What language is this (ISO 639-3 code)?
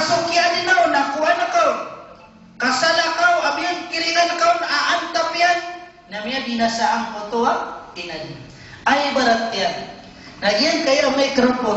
mrw